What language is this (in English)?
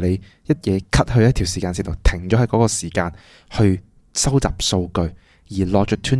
Cantonese